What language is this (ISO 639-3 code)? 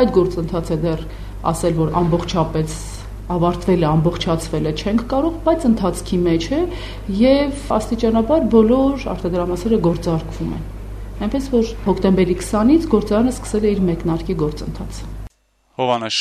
hye